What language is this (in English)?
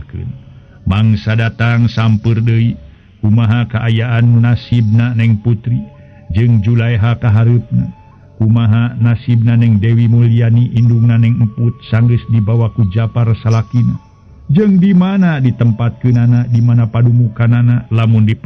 Sundanese